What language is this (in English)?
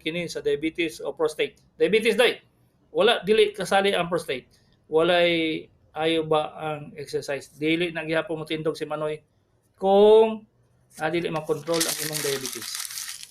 Cebuano